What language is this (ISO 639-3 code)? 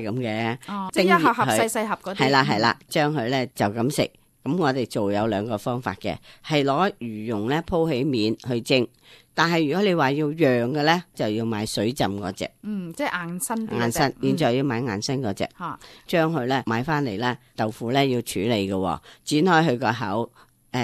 yue